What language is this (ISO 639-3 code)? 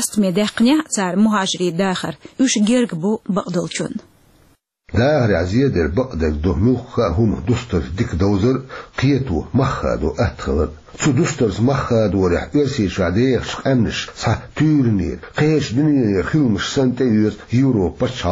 che